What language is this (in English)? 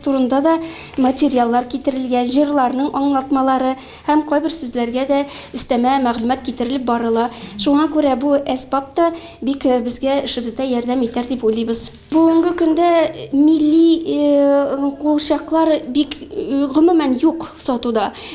Tatar